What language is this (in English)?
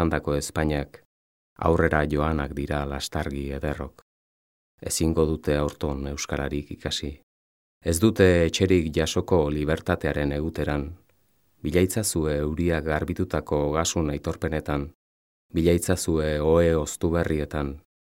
Basque